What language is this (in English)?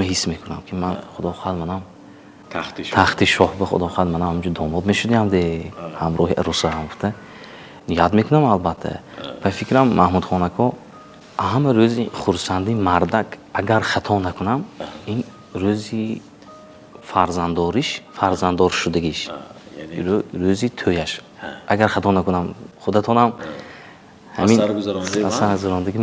Tajik